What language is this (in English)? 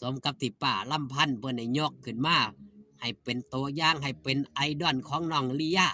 Northeastern Thai